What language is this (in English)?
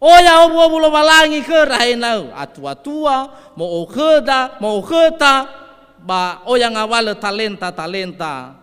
Nias